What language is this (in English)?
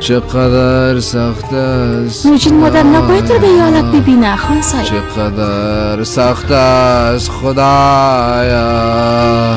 Persian